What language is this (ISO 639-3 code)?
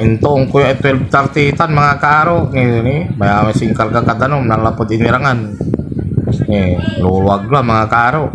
pag